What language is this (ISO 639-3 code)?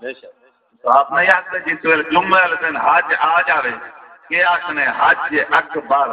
skr